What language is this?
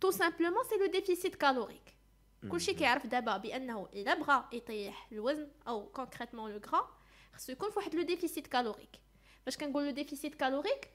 Moroccan Arabic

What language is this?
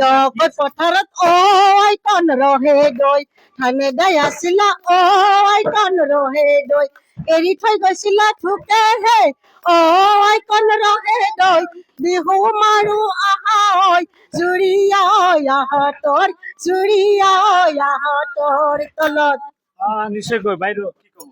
Assamese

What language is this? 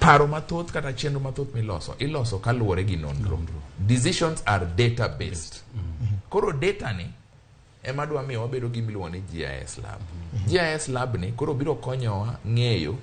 Luo (Kenya and Tanzania)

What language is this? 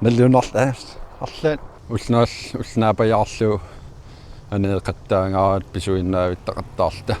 Kalaallisut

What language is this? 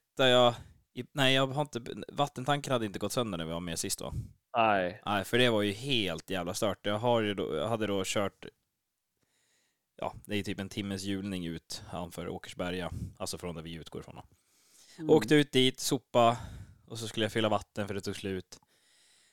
Swedish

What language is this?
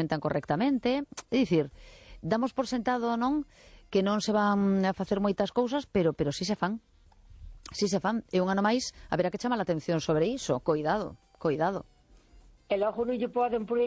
Galician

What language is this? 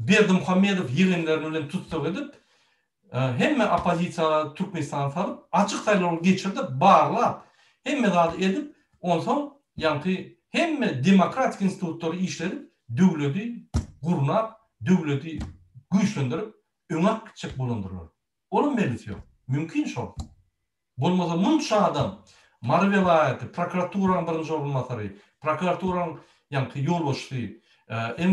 Turkmen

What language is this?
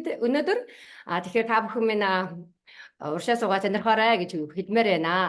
Mongolian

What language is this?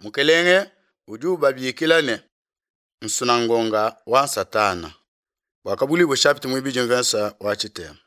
Luba-Lulua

